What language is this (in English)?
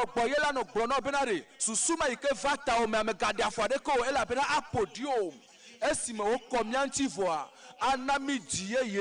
Ewe